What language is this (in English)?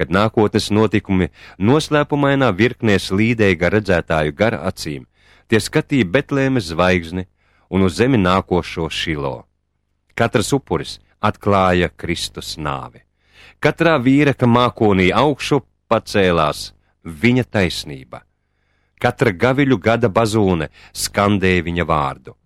Latvian